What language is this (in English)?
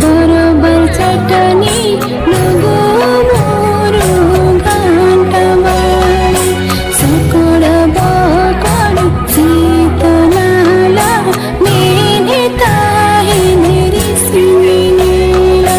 Santali